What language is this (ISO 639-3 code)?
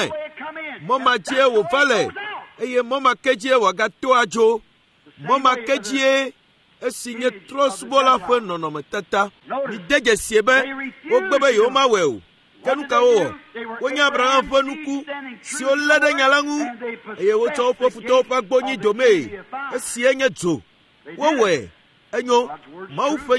ewe